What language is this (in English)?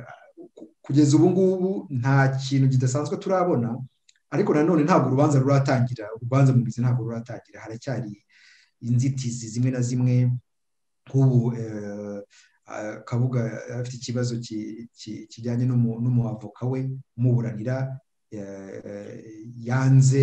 Kinyarwanda